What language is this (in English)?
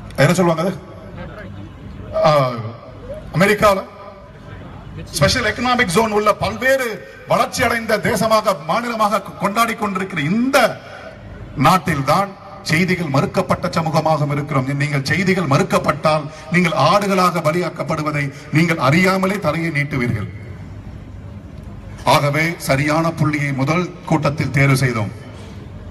Tamil